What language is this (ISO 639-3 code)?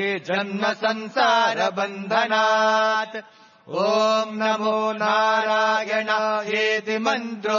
san